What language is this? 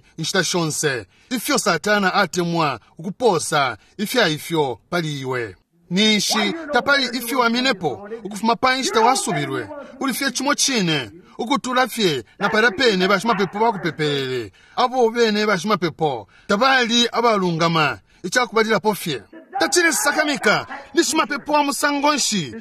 Bemba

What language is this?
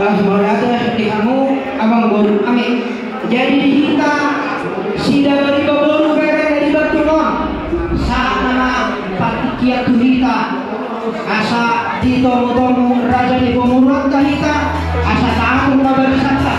Batak Toba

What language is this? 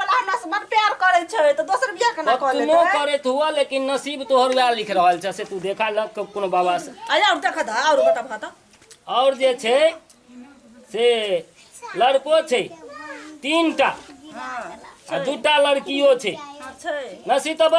Maithili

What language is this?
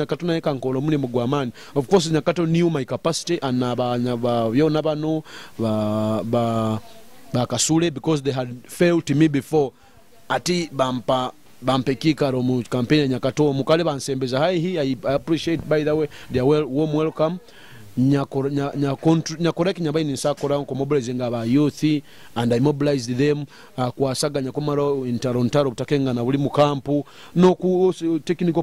Nyoro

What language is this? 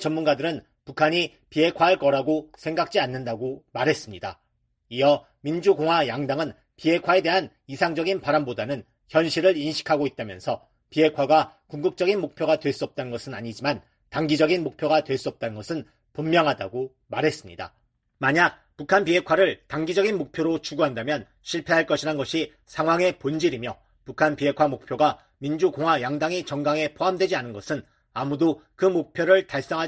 Korean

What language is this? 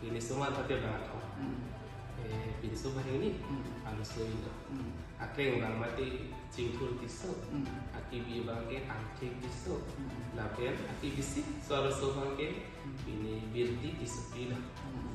Karbi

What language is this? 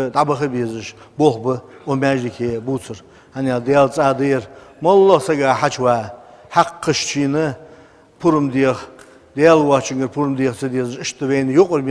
Ingush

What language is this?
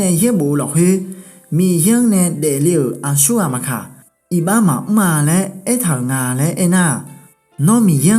Akha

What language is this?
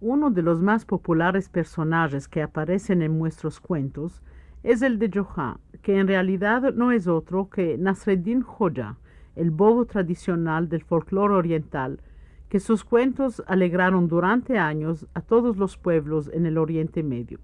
Ladino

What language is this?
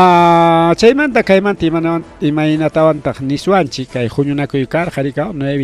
Ayacucho Quechua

